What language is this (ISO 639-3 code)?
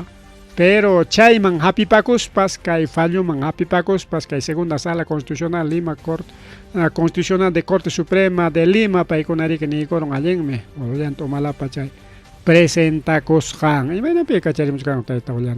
quy